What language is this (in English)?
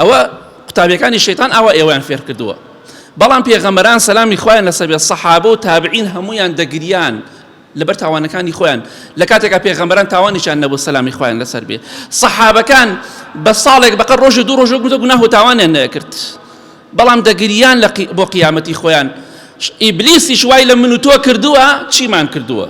Central Kurdish